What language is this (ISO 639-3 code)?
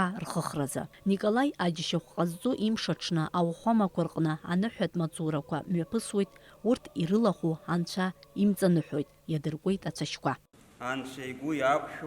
abk